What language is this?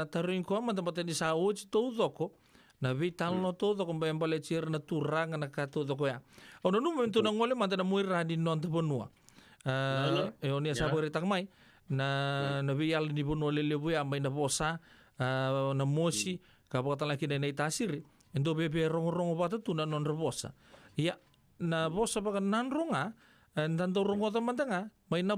Fijian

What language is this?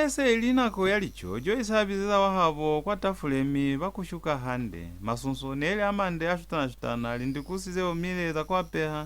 Lozi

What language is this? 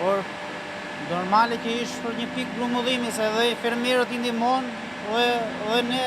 Albanian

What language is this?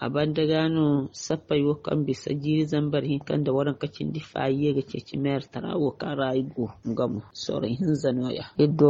Zarma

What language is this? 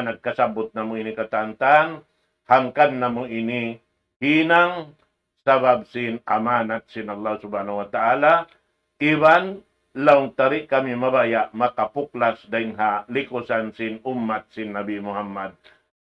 Tausug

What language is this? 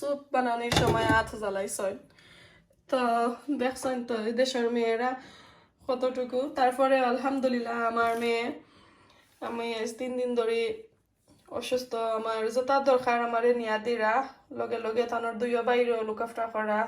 Sylheti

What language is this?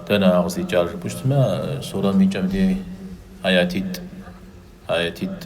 Kabardian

